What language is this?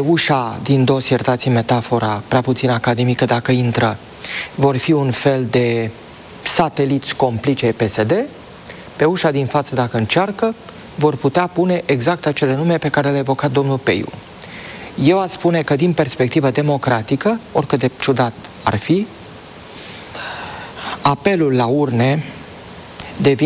Romanian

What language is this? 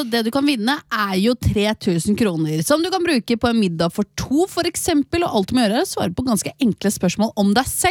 Norwegian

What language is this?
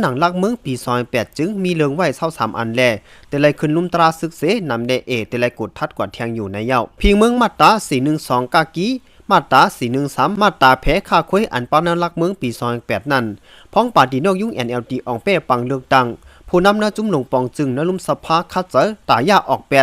Shan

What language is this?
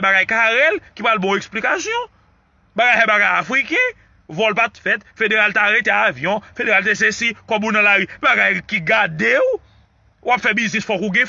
Haitian Creole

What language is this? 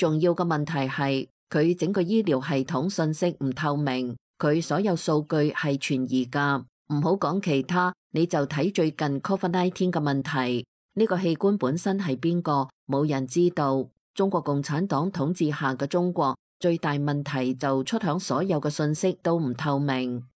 Cantonese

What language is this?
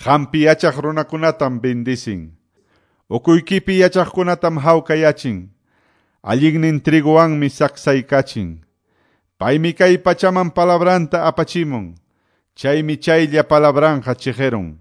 Quechua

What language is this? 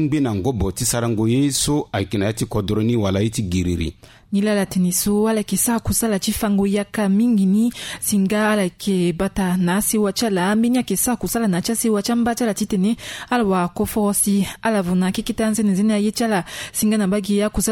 Sango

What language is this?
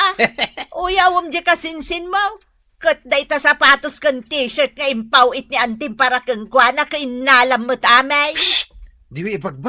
Iloko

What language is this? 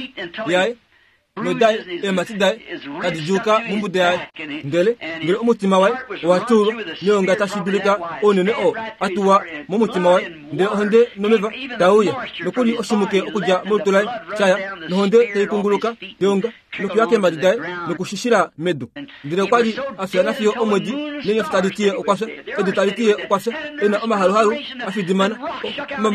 Kuanyama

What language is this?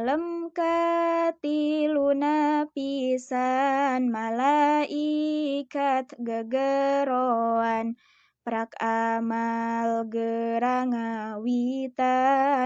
Sundanese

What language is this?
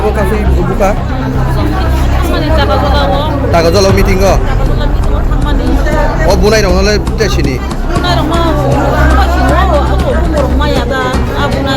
Kok Borok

